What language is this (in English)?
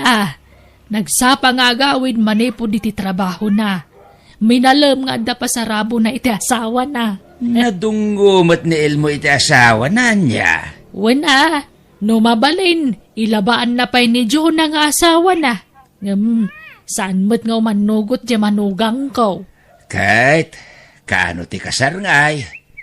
Iloko